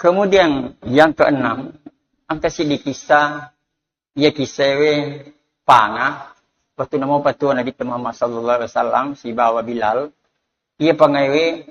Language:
Buginese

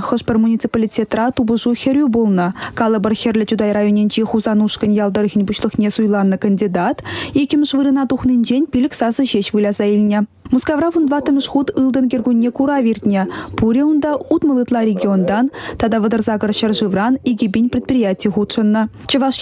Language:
Chuvash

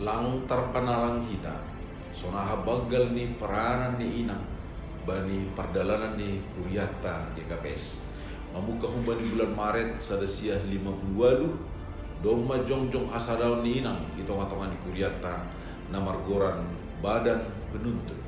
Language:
Batak Simalungun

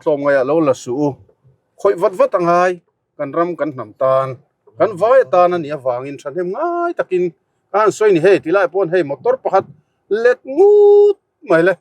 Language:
Mizo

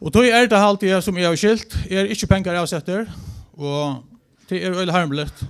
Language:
Faroese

